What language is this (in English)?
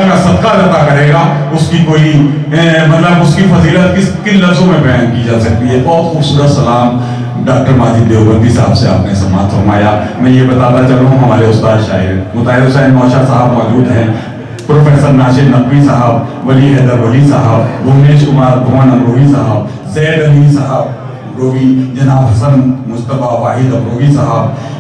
Urdu